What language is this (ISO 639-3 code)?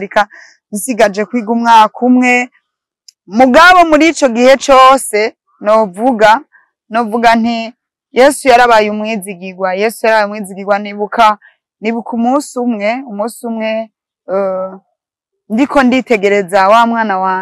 run